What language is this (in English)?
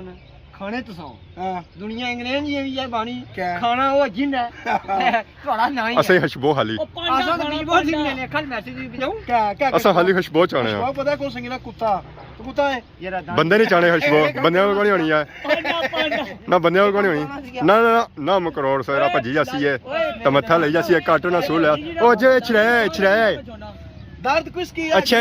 Pahari-Potwari